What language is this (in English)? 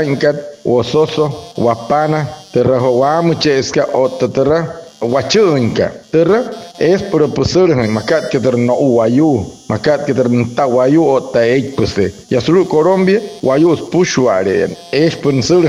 Wayuu